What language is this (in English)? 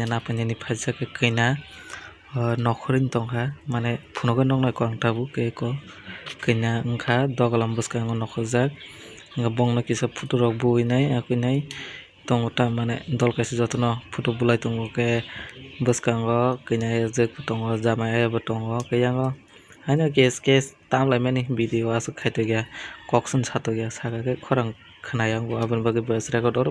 Kok Borok